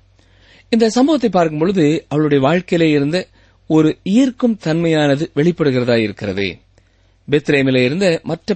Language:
Tamil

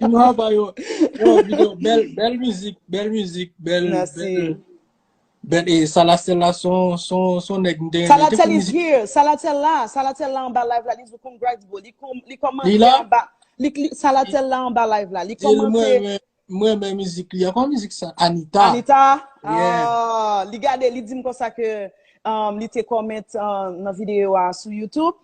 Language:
Haitian Creole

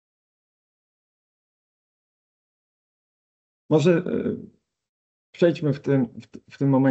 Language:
Polish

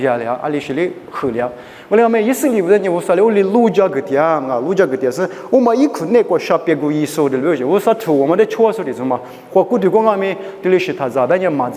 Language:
Lisu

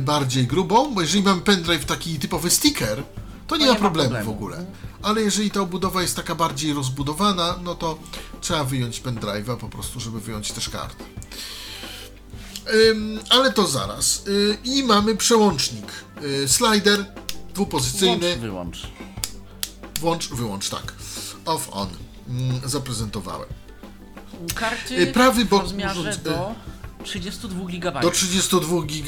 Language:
Polish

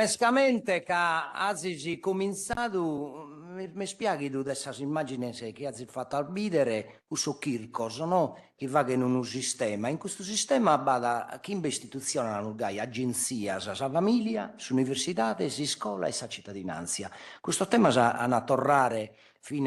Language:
Sardinian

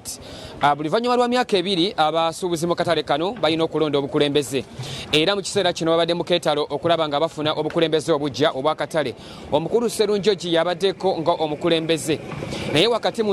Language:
Ganda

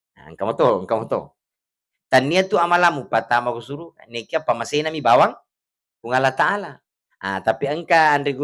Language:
Buginese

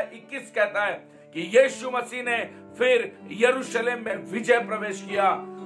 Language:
Hindi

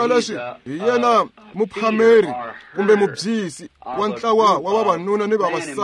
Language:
Tsonga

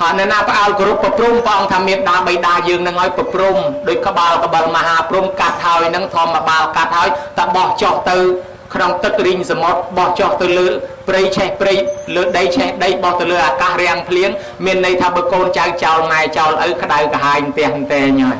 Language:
Khmer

